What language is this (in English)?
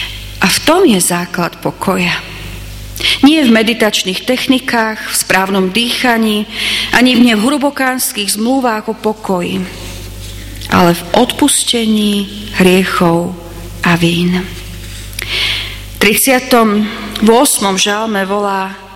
Slovak